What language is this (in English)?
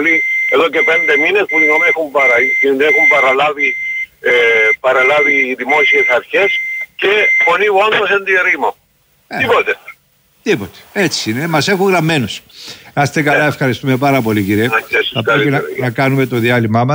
Greek